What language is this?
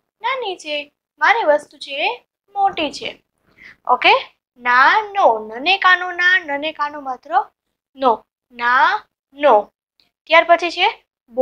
Gujarati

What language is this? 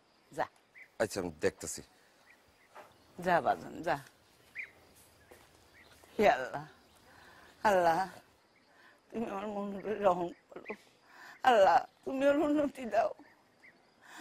Bangla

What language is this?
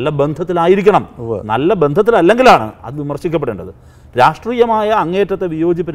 Malayalam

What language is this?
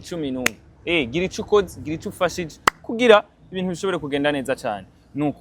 Rundi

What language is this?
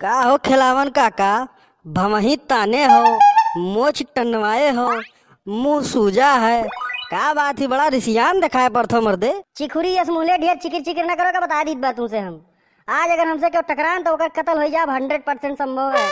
Awadhi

